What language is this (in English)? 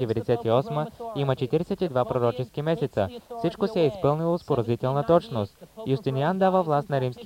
Bulgarian